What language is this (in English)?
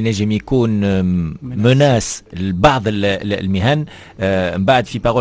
Tunisian Arabic